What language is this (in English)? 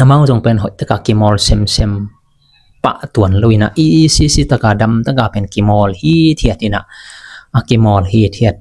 Tedim Chin